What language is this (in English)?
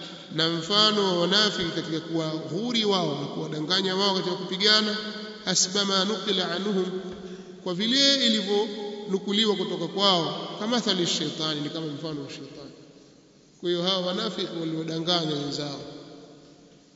Swahili